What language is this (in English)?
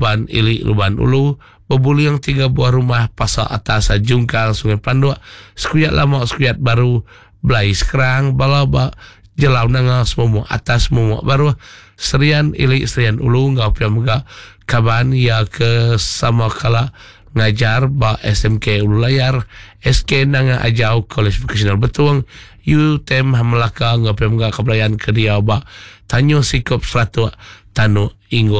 Iban